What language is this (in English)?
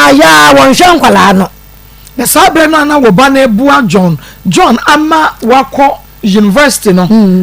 Akan